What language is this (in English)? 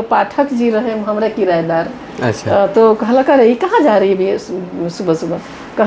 Sadri